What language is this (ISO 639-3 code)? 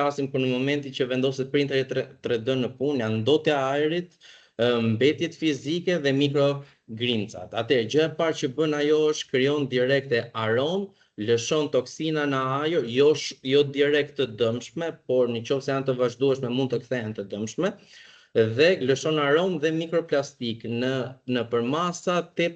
sqi